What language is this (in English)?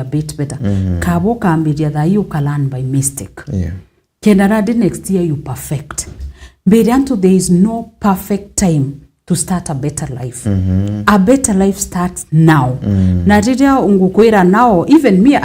Meru